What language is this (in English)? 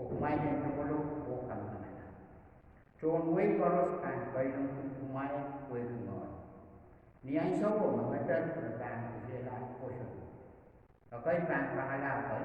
Pohnpeian